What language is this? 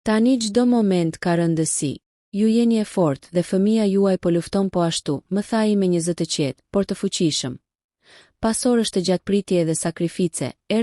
Albanian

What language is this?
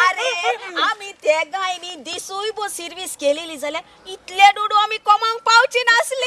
Konkani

